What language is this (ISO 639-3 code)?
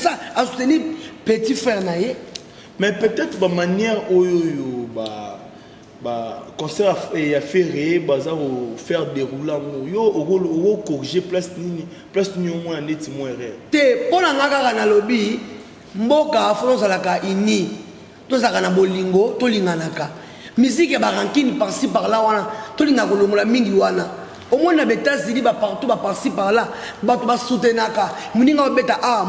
lin